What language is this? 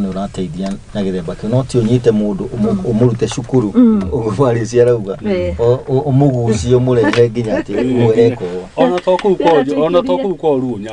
Kikuyu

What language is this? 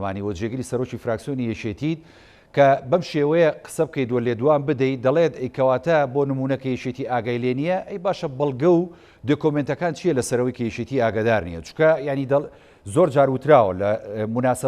Central Kurdish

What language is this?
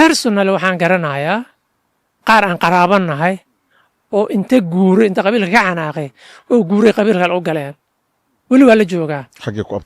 Somali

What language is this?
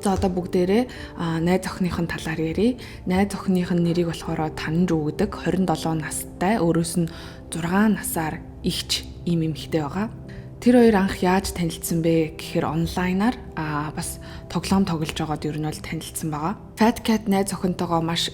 Mongolian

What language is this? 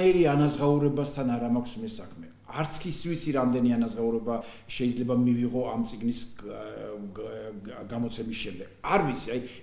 Georgian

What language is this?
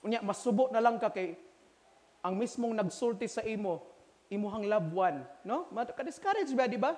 Cebuano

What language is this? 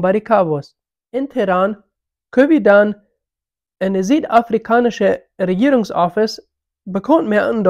Plautdietsch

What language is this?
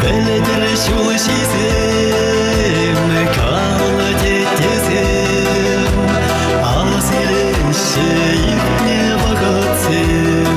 Chuvash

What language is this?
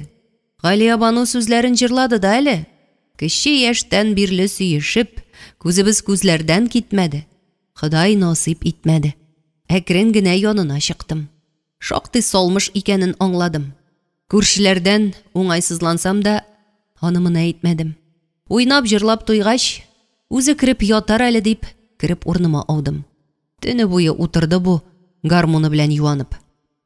Tatar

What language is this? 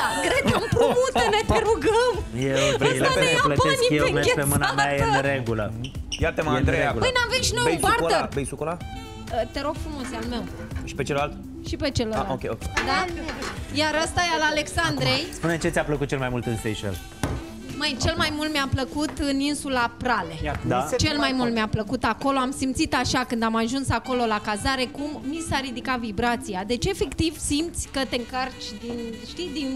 Romanian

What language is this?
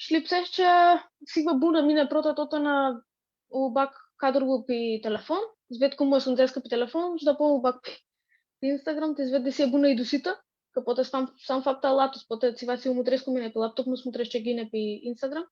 Aromanian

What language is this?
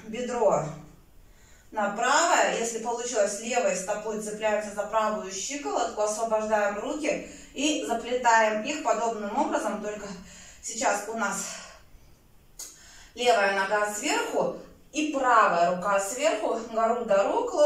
Russian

